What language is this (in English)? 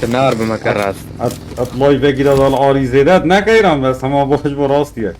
Kurdish